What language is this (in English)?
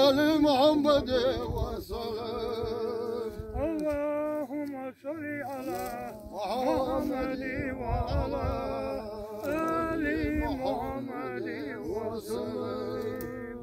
Chechen